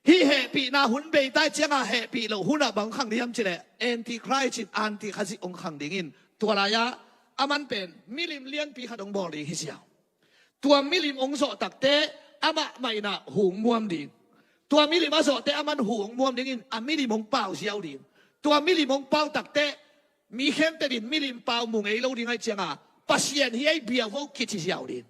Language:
Tedim Chin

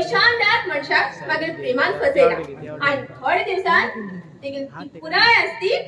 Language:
Konkani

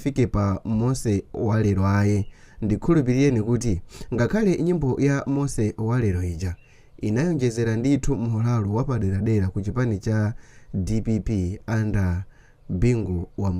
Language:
Nyanja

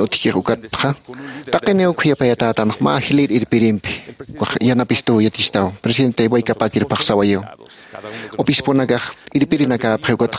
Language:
Aymara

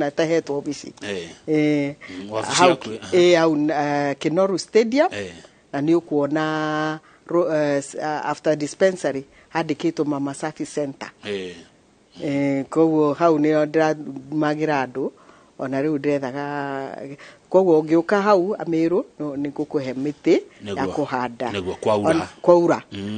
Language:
Kikuyu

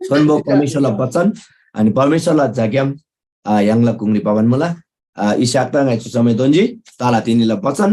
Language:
Eastern Tamang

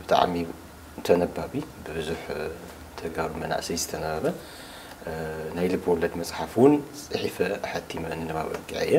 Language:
Tigrinya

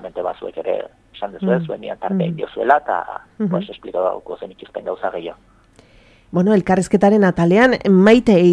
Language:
Basque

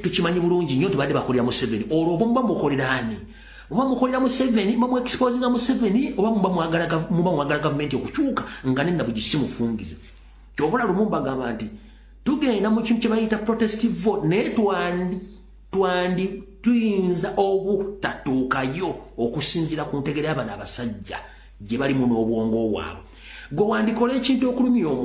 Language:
Ganda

